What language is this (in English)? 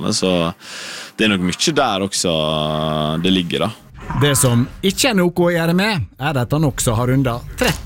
Norwegian